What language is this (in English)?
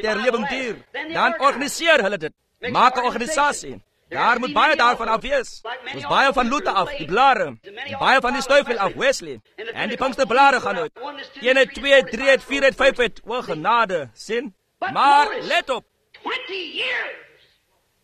Afrikaans